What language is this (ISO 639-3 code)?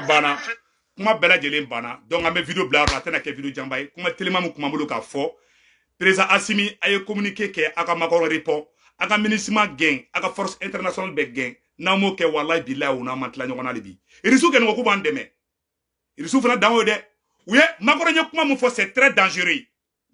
bam